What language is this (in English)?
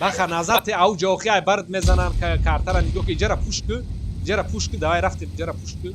Tajik